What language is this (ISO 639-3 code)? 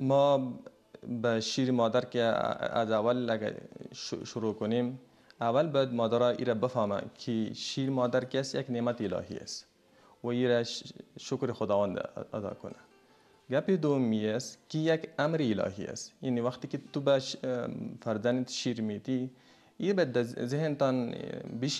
fas